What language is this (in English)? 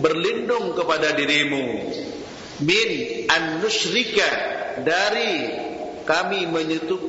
Indonesian